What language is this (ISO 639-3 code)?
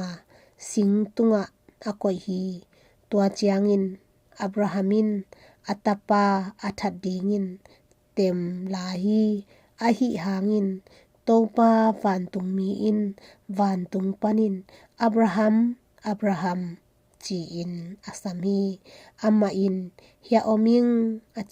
ctd